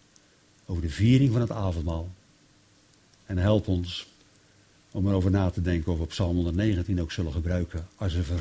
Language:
Dutch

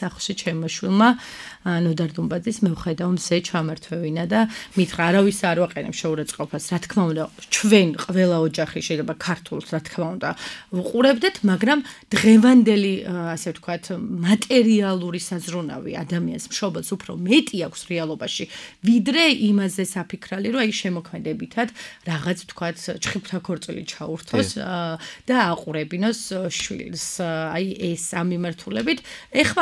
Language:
Georgian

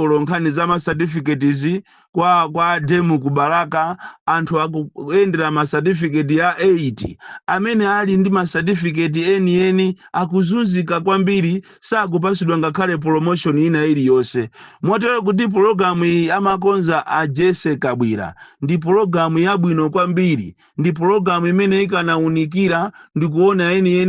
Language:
Nyanja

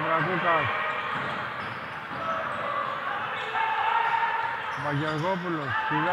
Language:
Greek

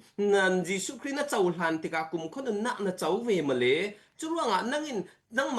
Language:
Falam Chin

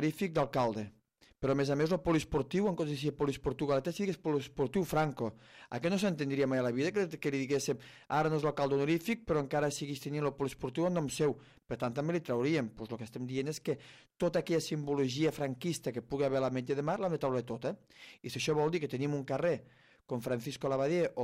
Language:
Catalan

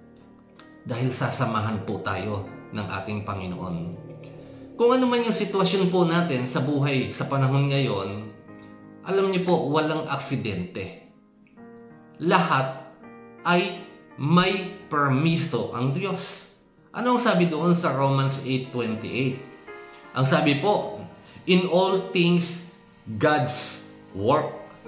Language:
Filipino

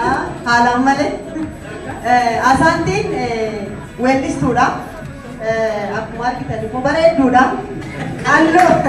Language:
Oromo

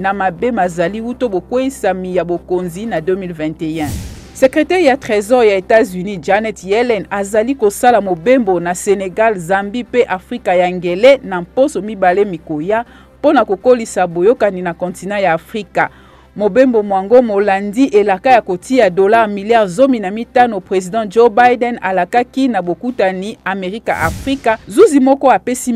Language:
Lingala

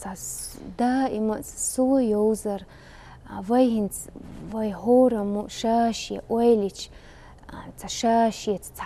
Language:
Chechen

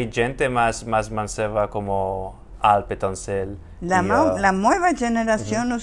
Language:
Ladino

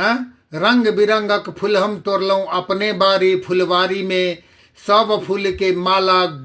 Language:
Maithili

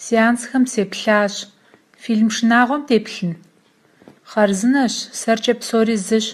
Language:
Kabardian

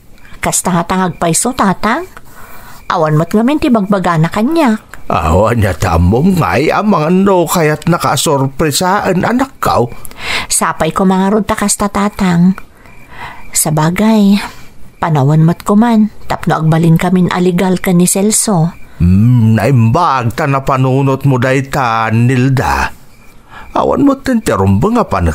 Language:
Iloko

